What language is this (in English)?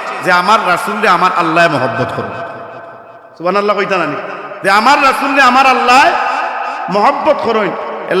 Sylheti